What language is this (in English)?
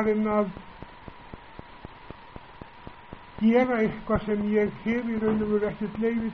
Icelandic